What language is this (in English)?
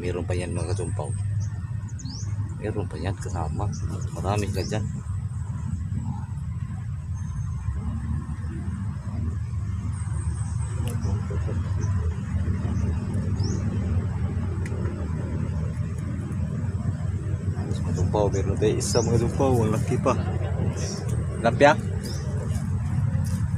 Filipino